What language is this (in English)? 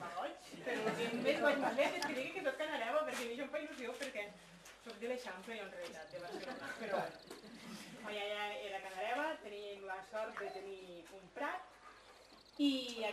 Catalan